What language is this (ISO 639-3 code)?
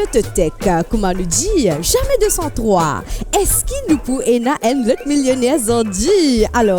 mfe